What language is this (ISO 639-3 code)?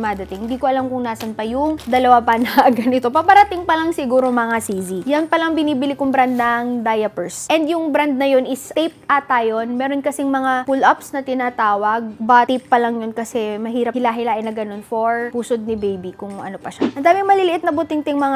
fil